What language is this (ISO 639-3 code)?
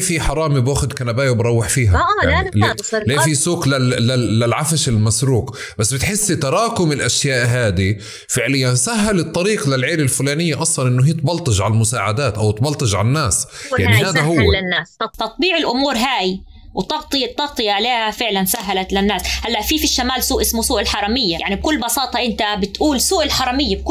apc